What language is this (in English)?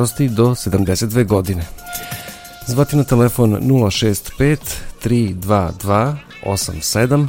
Serbian